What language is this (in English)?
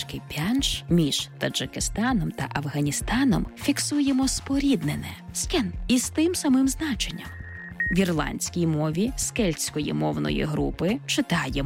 Ukrainian